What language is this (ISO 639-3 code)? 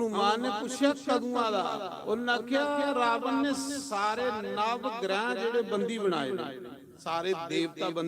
doi